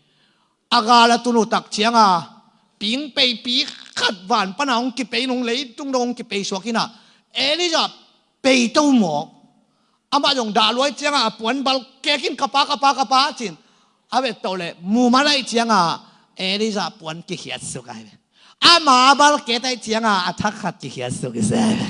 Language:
Tedim Chin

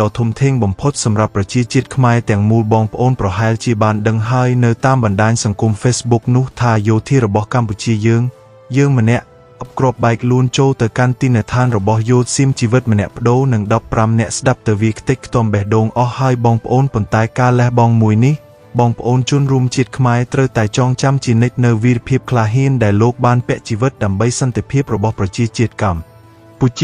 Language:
Khmer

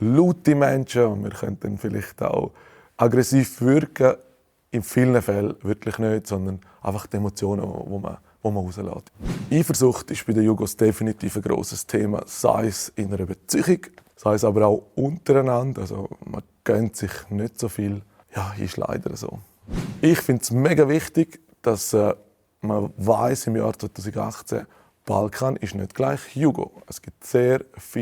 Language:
Swiss German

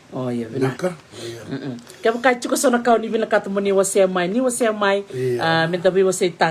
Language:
Fijian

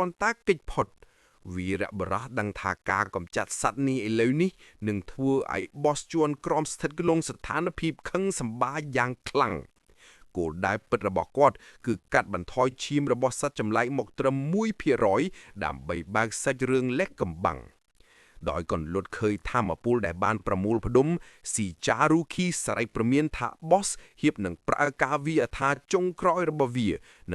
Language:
Khmer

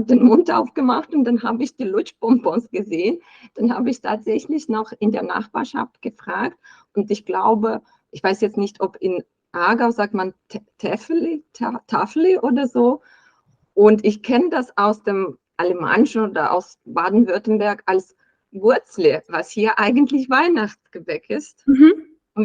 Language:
Swiss German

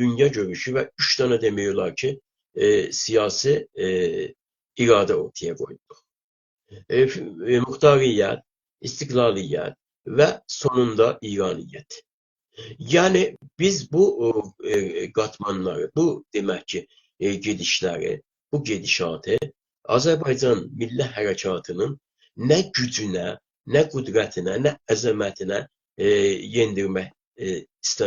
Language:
South Azerbaijani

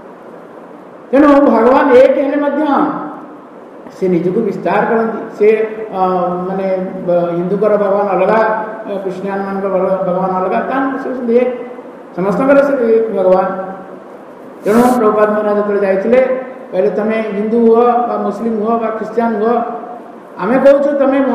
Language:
Odia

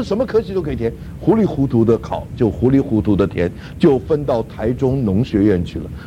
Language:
Chinese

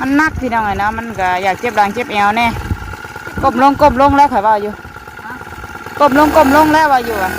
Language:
Northeastern Thai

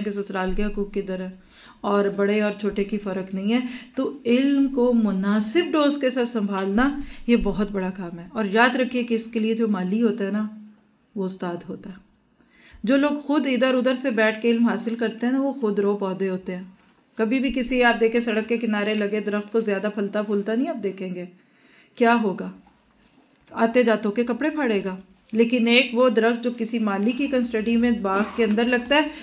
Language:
Urdu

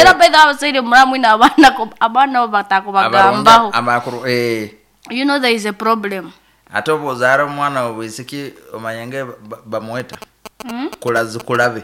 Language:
Nyankole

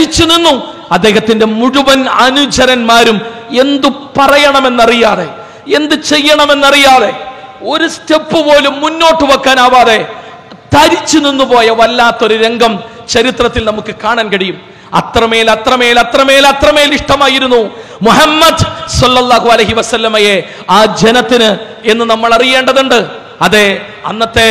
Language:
Malayalam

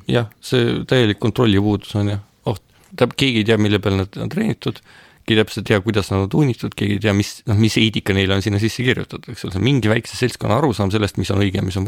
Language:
Estonian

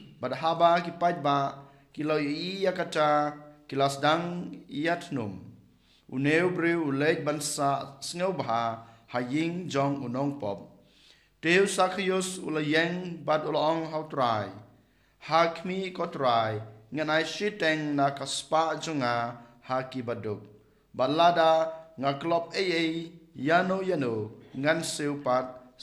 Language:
Khasi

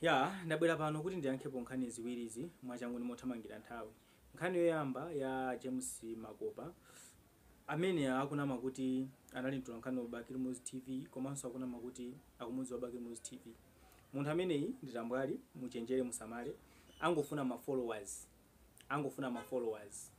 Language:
Nyanja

